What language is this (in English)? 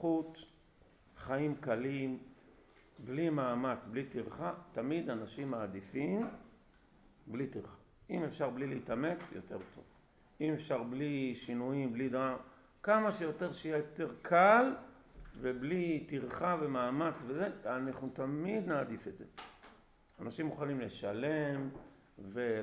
Hebrew